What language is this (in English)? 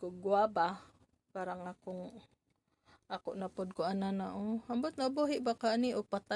Cebuano